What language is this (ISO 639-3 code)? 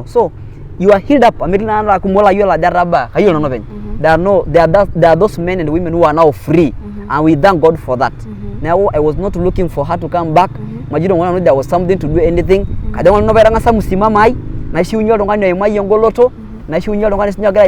mas